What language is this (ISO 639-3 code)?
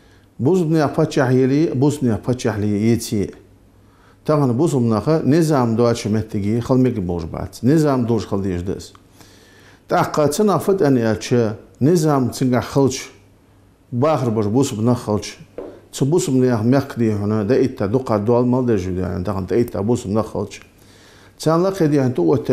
inh